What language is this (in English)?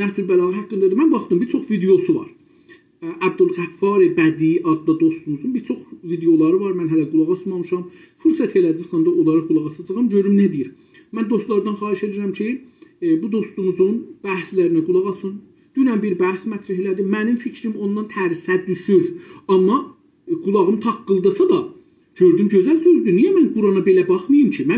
South Azerbaijani